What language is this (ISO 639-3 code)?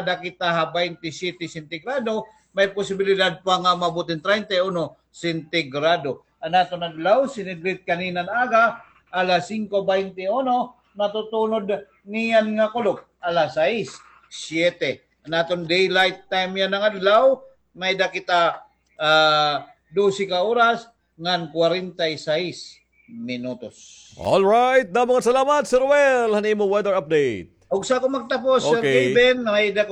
war